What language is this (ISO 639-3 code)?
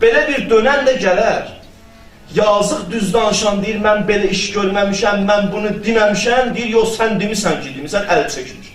aze